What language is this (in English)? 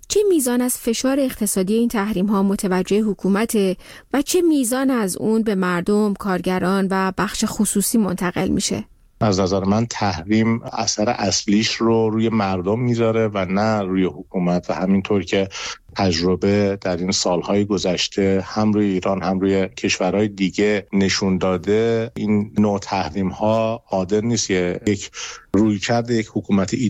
Persian